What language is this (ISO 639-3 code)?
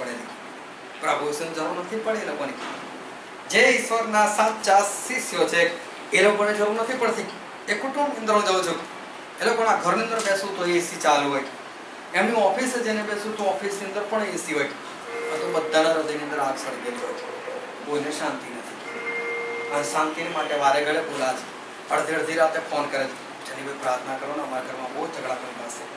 guj